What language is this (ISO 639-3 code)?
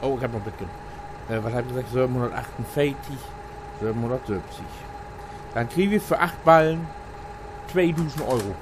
nds